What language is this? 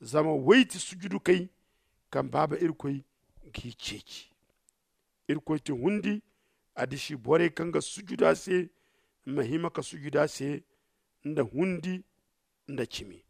Zarma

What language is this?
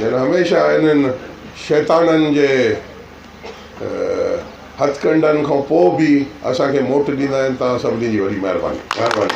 Sindhi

